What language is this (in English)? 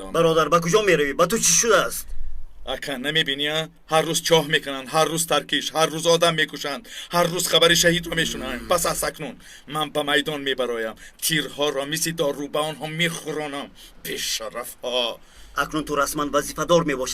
Tajik